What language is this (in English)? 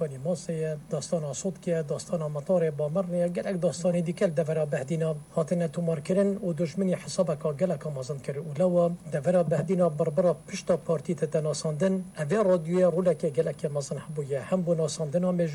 Kurdish